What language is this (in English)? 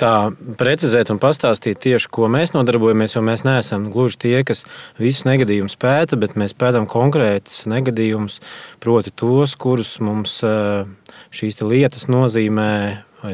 Latvian